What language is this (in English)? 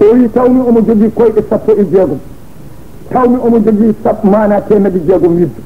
Fula